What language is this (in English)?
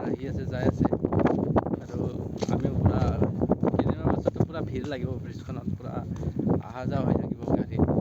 Assamese